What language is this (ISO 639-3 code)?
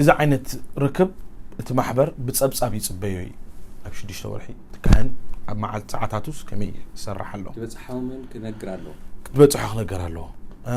tir